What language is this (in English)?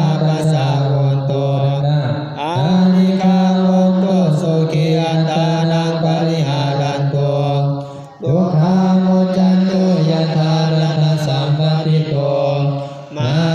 Pali